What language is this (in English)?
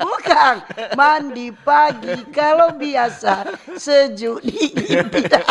Manado Malay